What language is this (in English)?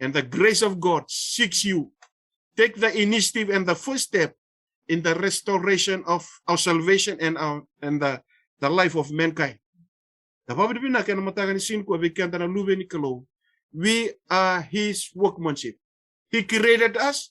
Fijian